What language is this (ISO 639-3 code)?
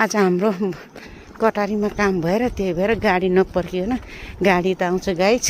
nep